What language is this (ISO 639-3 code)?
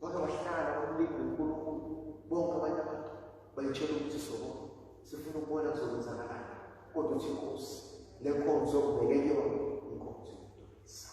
zul